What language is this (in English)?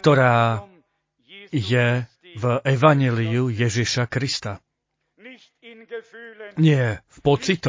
Slovak